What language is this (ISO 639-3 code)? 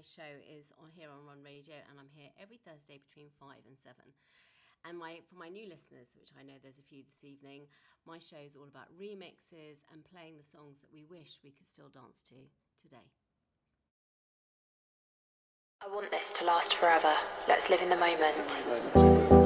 eng